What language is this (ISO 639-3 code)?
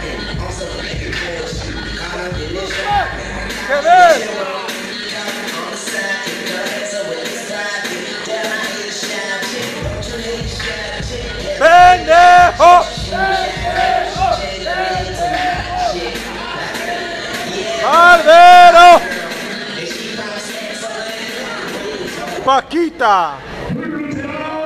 spa